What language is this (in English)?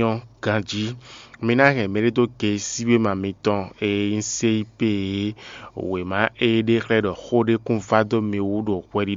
Fon